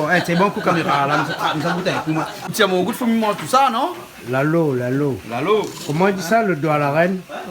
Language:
Réunion Creole French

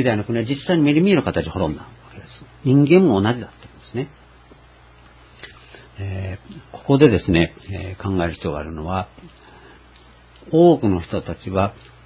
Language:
Japanese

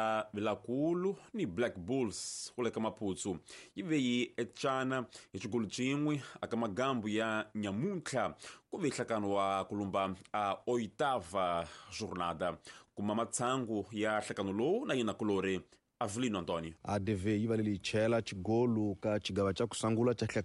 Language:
Tsonga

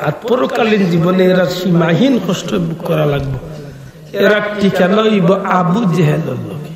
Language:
Sylheti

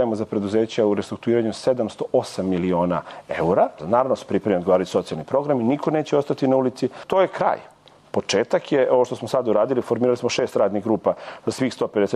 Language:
Serbian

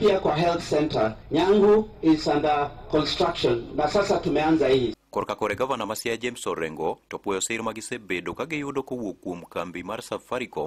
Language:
Luo (Kenya and Tanzania)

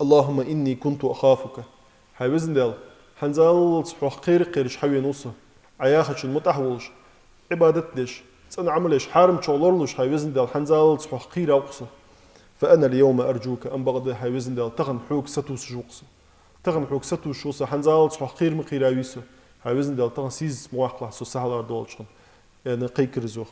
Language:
Ingush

